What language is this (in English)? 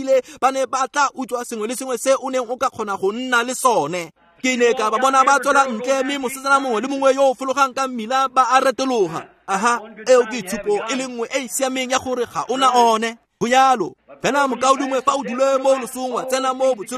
Tswana